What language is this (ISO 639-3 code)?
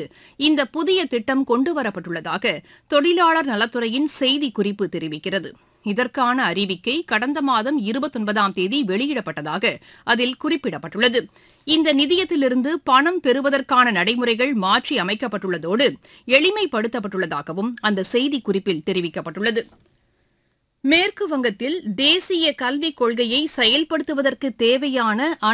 tam